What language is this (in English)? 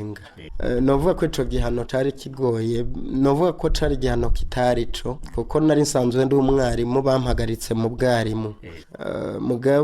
Rundi